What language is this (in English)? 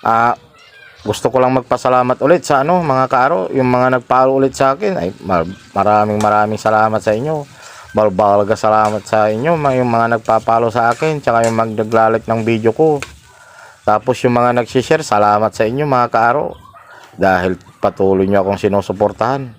Pangasinan